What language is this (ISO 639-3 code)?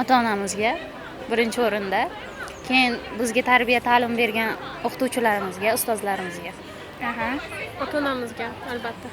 uzb